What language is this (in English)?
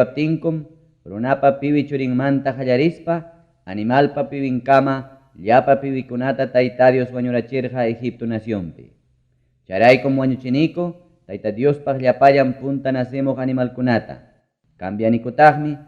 Ayacucho Quechua